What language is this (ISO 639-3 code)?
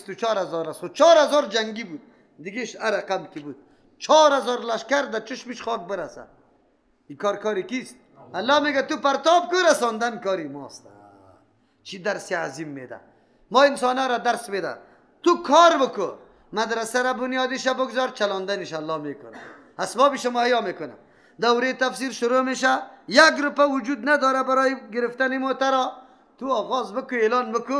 fas